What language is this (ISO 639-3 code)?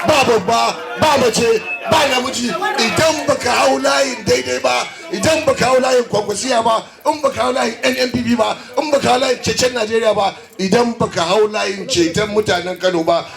hau